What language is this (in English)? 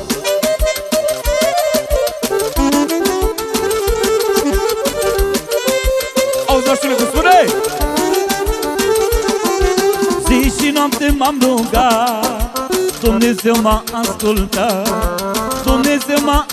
Romanian